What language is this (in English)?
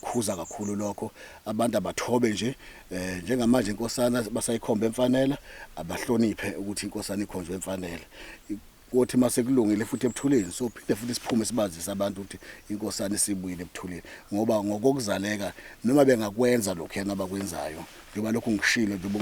Zulu